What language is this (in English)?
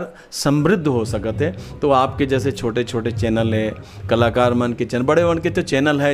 Chhattisgarhi